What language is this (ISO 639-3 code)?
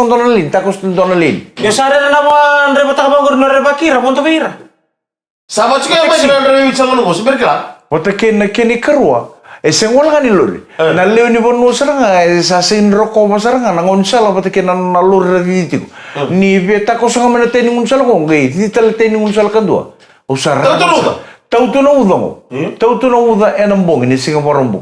fij